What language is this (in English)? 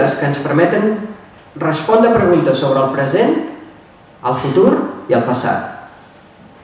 Catalan